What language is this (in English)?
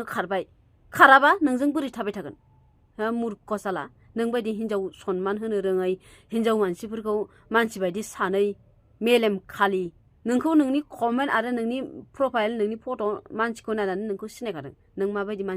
Bodo